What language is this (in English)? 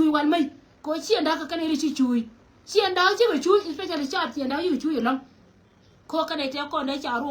Nuer